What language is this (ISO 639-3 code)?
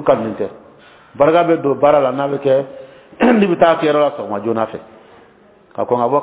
dyu